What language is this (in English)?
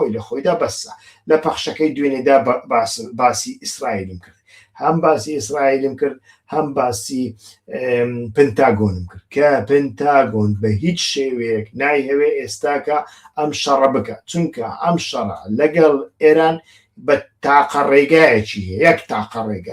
Central Kurdish